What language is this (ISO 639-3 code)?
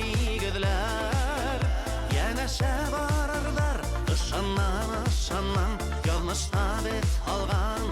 bak